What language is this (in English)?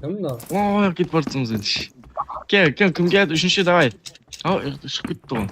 Kara-Kalpak